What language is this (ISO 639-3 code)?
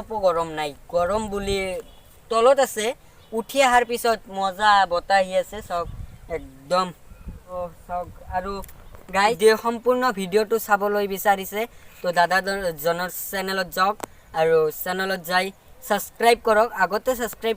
asm